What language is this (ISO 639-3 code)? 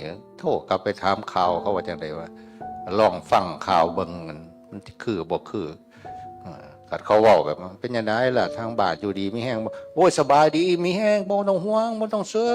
tts